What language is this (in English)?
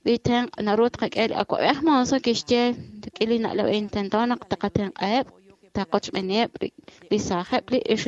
Kekchí